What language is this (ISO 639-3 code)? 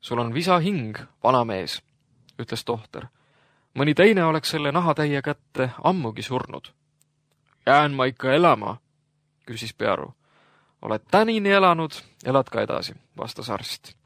est